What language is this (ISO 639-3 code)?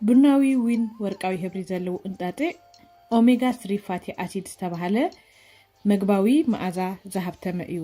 tir